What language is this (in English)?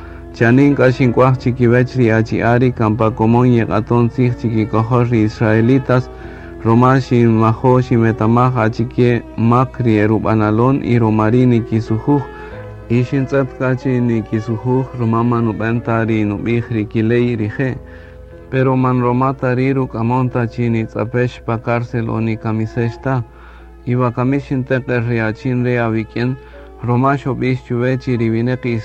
Kaqchikel